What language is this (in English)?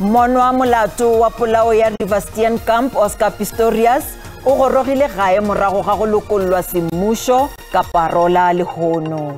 Northern Sotho